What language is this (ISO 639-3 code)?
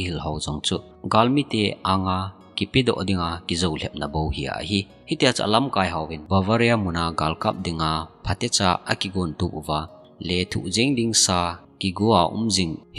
tcz